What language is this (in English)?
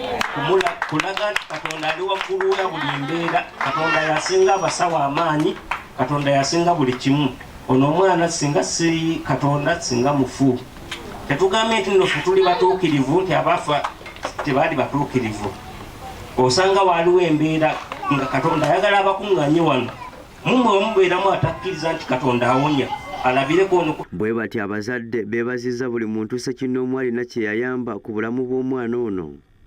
Ganda